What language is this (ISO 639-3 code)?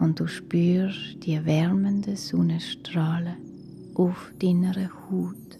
gsw